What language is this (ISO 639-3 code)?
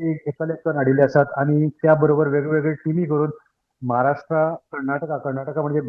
kok